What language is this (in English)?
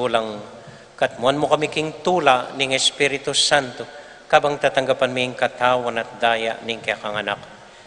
Pampanga